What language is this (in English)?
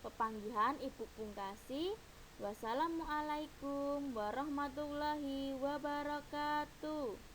Javanese